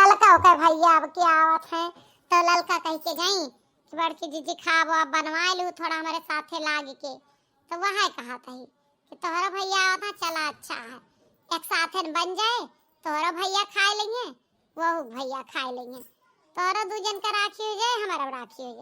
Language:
Awadhi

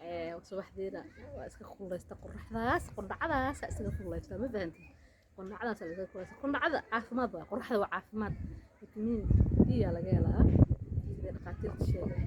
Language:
Somali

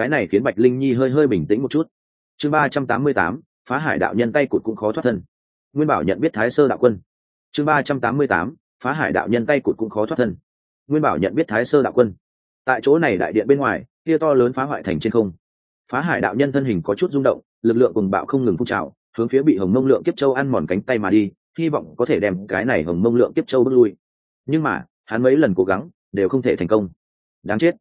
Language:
Vietnamese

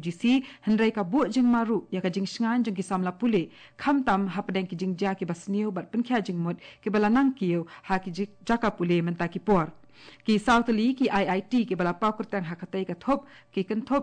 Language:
Khasi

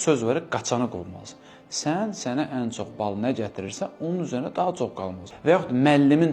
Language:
Azerbaijani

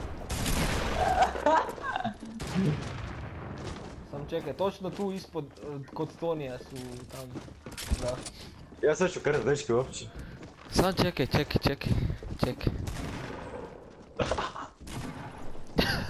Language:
Croatian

